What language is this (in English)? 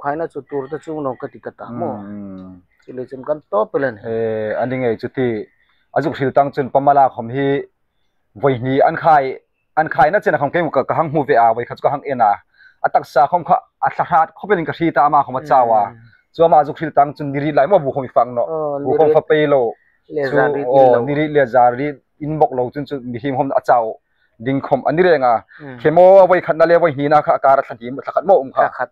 Hmar